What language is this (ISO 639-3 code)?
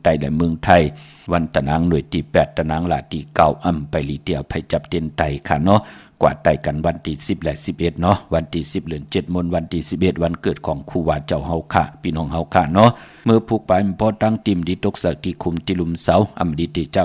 shn